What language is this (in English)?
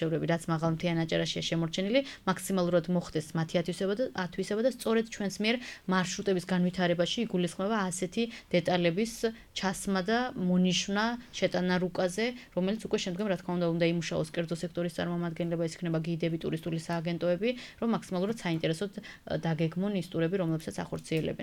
Georgian